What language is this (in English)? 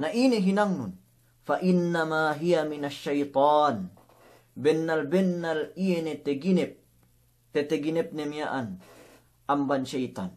Yakan